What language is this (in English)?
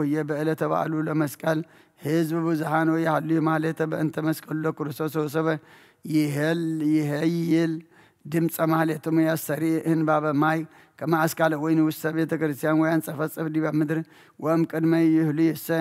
Geez